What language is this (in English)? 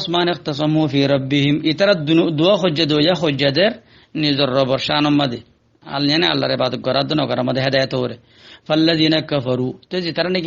Rohingya